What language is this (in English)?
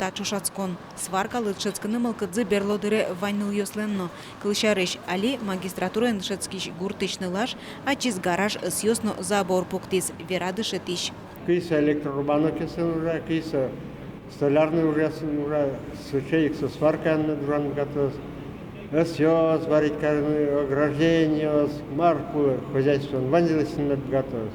Udmurt